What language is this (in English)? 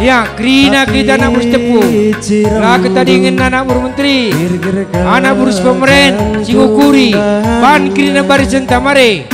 Batak Karo